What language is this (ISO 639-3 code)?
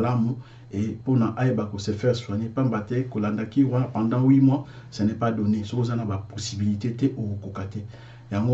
lin